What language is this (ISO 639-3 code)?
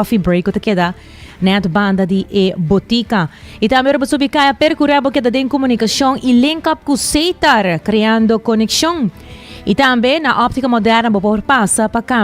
pap